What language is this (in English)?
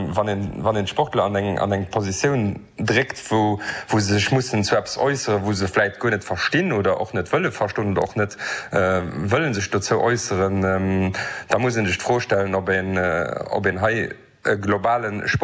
Luxembourgish